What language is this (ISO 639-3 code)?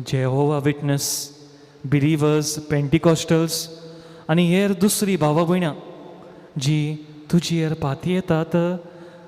kok